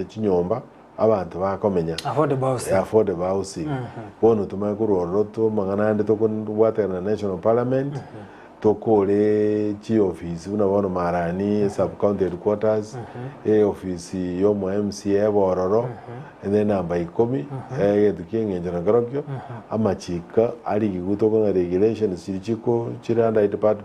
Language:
Gusii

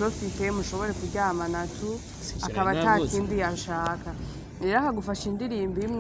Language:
Rundi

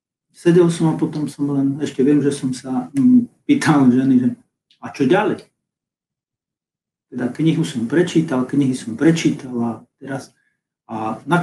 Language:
Slovak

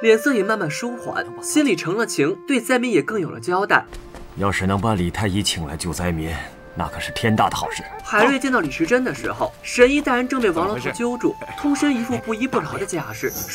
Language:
Chinese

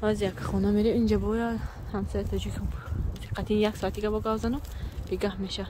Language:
Tajik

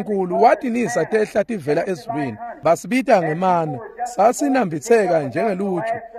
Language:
Swati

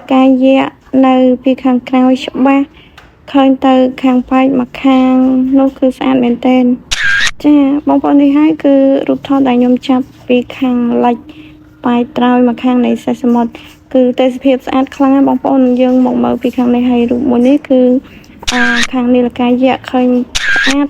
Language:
Khmer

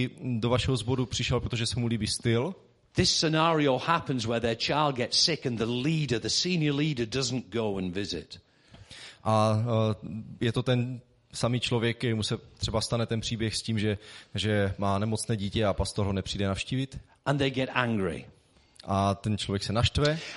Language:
Czech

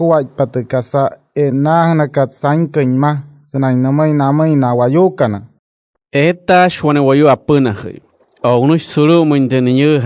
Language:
Wayuu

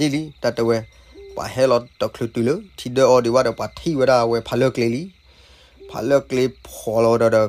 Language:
S'gaw Karen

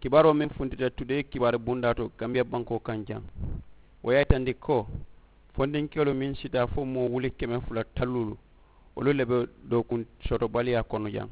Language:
Mandingo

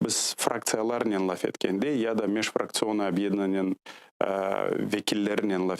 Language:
Crimean Tatar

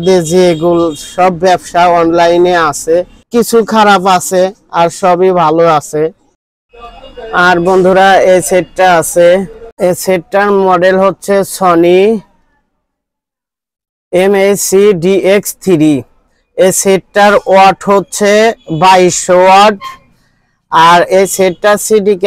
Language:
Bangla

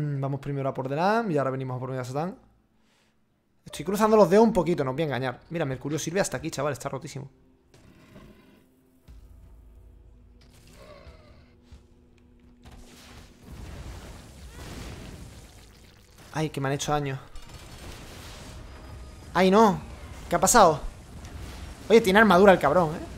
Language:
Spanish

